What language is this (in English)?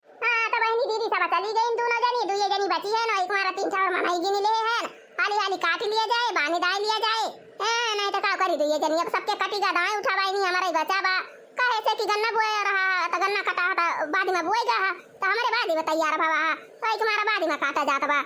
Awadhi